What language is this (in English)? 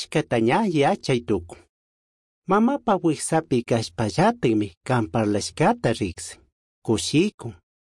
Chimborazo Highland Quichua